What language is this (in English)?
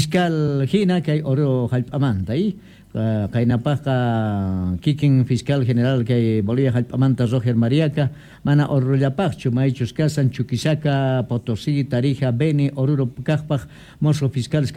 Quechua